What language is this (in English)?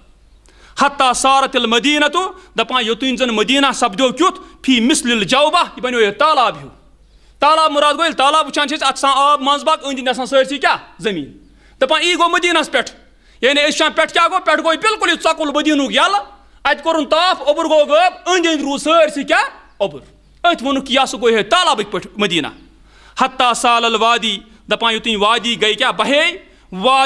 Kashmiri